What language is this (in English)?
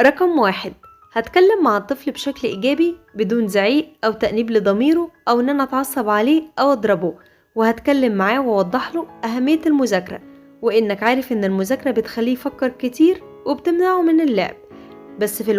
Egyptian Arabic